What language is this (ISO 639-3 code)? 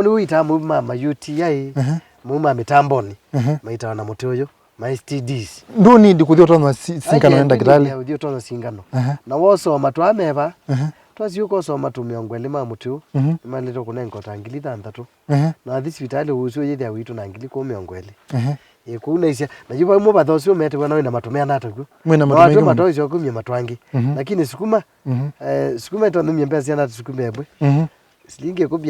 kam